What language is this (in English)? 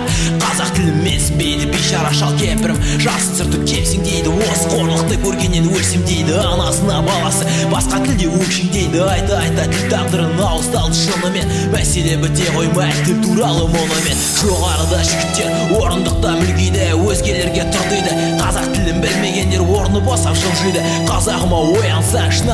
Kazakh